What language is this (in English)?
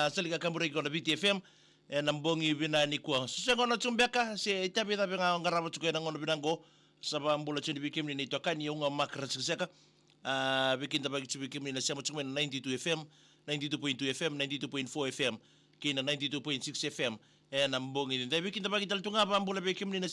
Fijian